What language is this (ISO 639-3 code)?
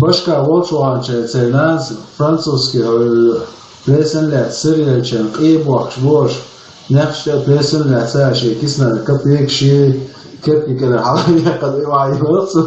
che